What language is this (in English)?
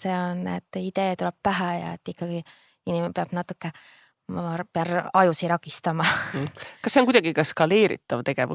Estonian